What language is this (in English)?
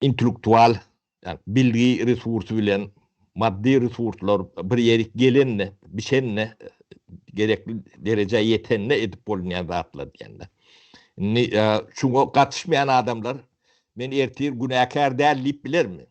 Turkmen